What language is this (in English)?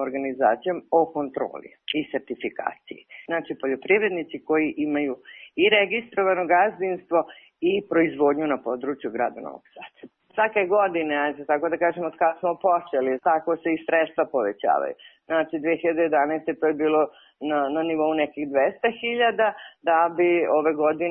Serbian